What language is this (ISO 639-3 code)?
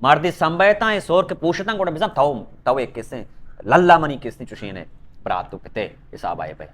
bal